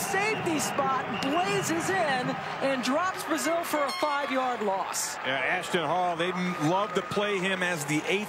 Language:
English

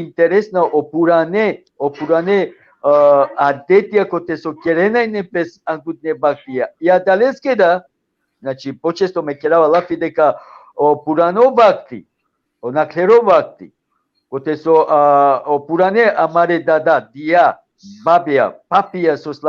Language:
Balkan Romani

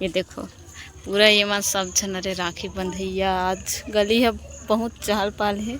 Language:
Chhattisgarhi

